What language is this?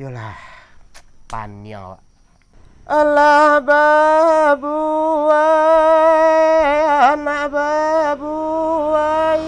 Minangkabau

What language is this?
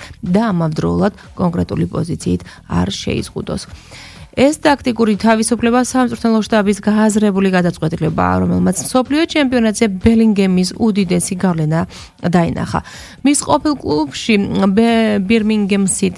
Georgian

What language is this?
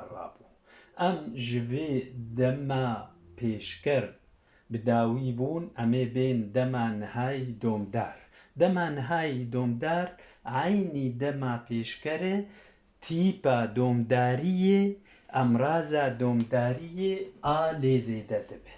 Kurdish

